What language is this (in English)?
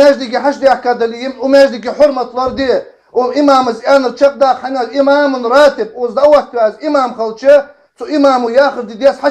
Ingush